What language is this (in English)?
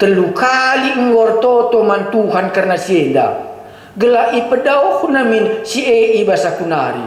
Batak Karo